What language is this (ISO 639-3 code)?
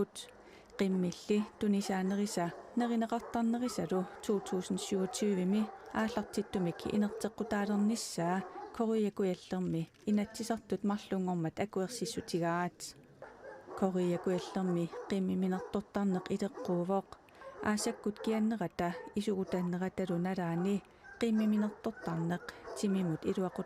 kal